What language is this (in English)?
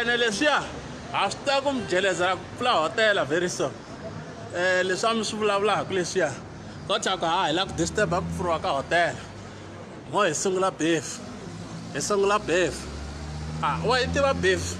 Tsonga